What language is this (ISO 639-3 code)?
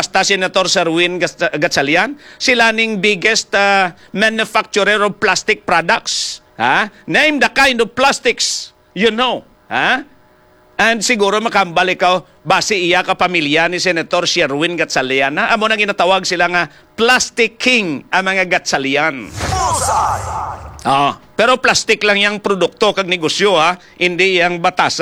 hil